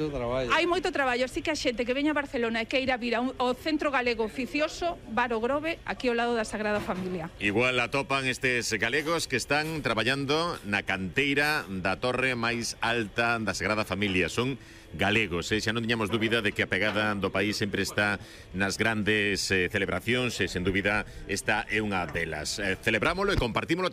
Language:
Galician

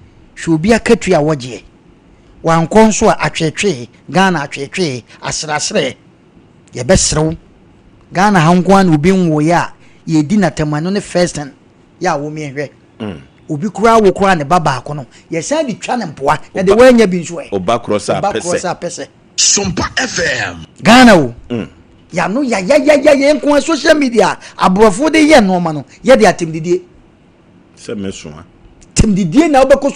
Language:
Akan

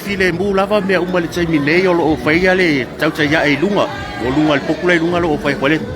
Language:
Samoan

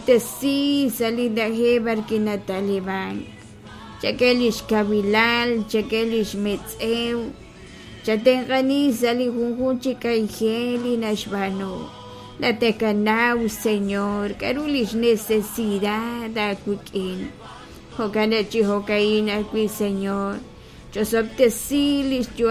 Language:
Kekchí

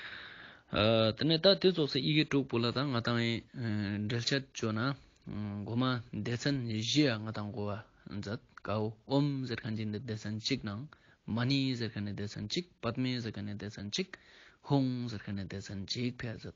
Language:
Ladakhi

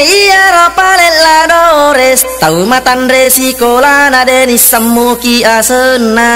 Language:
Buginese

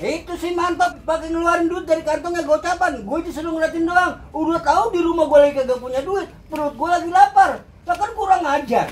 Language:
Betawi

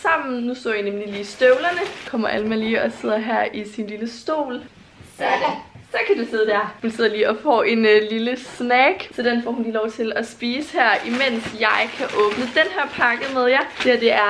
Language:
Danish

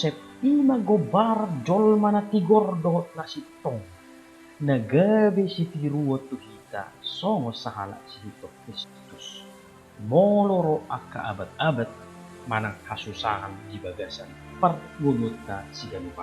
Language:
Batak Toba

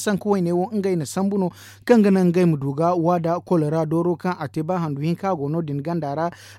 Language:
Zarma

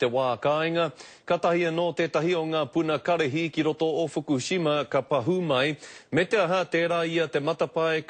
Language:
Māori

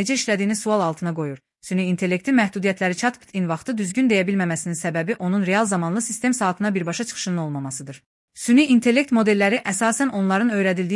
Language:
Azerbaijani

